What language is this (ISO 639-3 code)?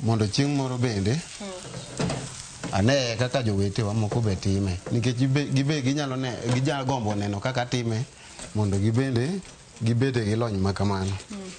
luo